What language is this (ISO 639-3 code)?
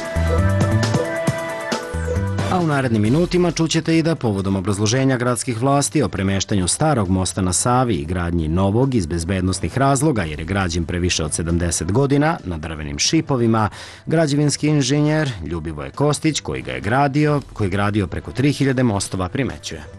srp